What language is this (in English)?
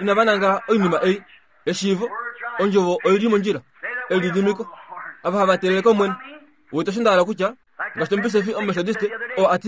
Kuanyama